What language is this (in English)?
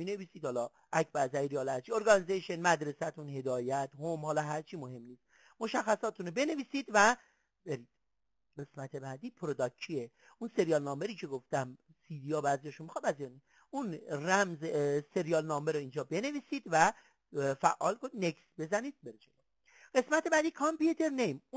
Persian